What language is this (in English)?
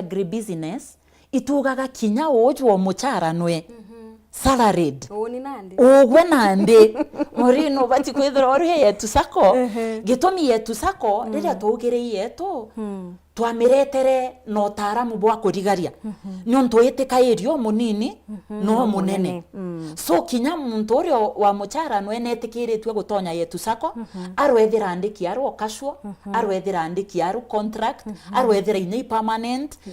Meru